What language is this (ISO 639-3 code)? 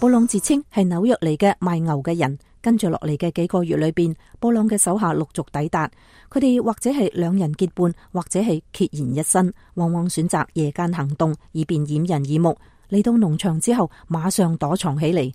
yue